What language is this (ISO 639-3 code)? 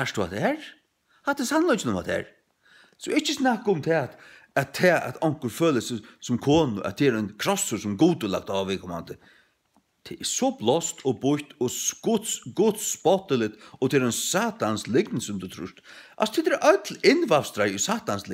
fao